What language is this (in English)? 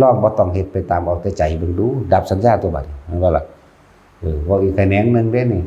Northeastern Thai